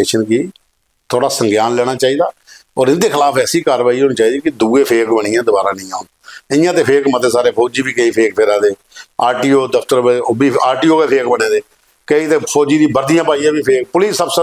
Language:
Dogri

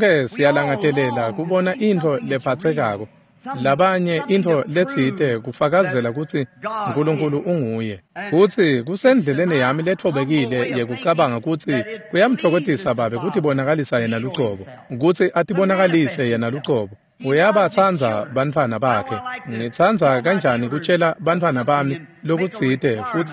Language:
Swati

